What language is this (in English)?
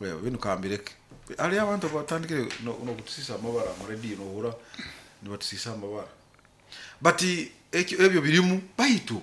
Nyoro